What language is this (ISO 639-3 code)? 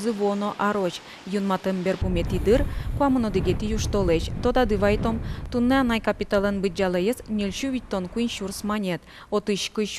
udm